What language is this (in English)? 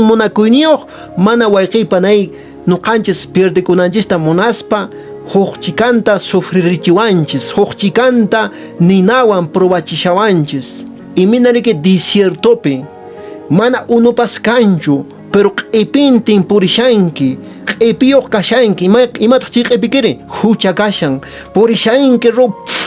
Quechua